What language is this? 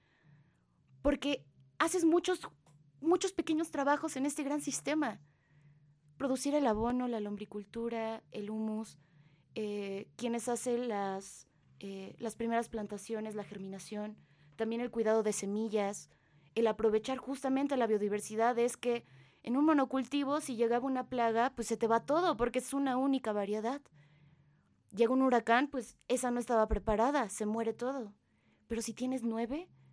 Spanish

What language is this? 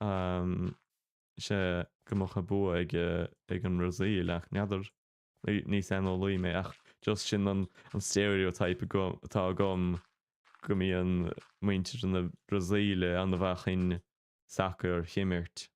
Irish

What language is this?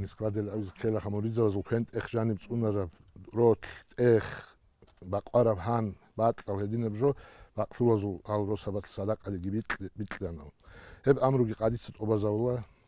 Avaric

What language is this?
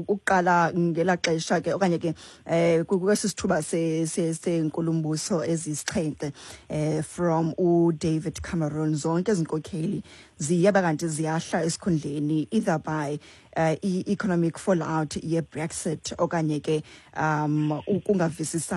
Xhosa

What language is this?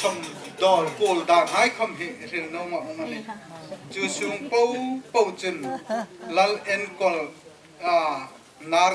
Hmar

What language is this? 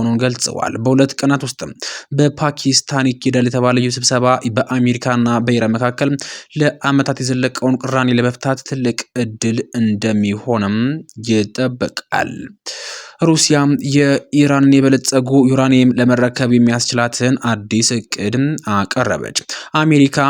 Amharic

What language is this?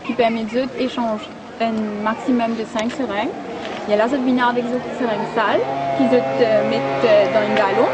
Morisyen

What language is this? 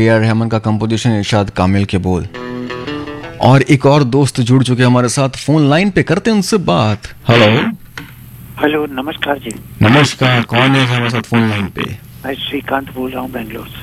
Hindi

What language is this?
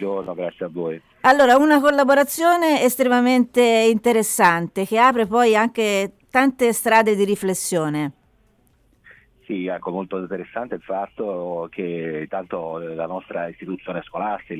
Italian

